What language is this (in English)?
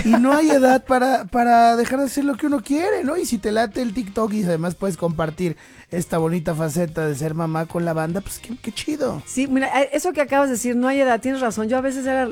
Spanish